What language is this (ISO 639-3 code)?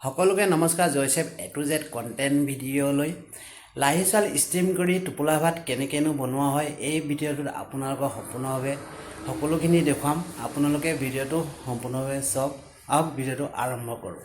asm